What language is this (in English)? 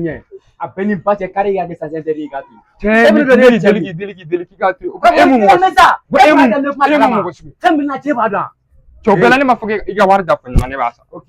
Bambara